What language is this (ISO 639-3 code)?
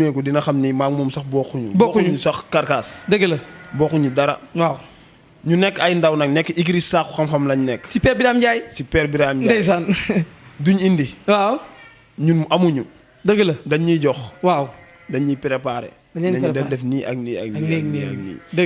wol